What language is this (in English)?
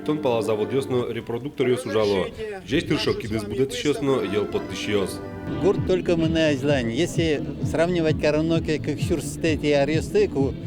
Udmurt